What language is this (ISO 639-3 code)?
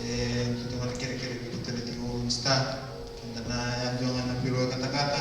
fij